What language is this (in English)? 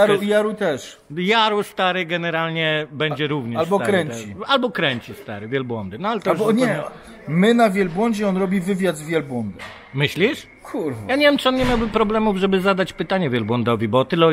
Polish